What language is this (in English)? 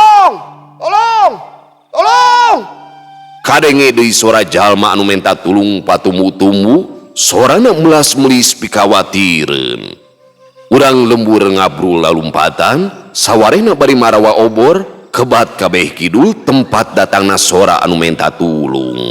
Sundanese